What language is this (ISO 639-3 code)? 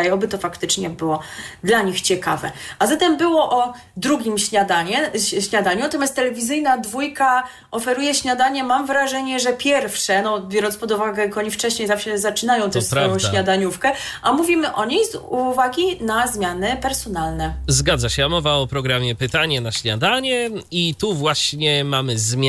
pol